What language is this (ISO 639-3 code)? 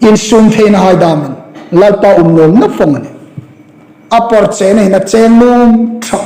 hmr